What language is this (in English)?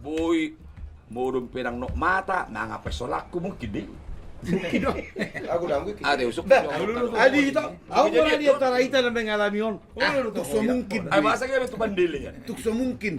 Batak Toba